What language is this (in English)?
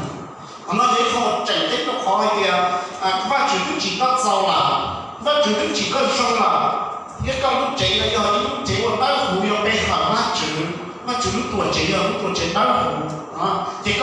Hmong